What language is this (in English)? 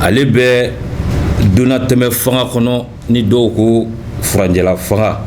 Bambara